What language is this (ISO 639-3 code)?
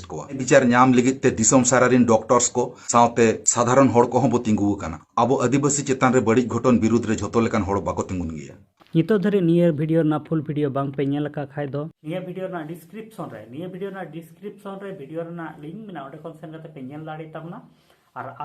sat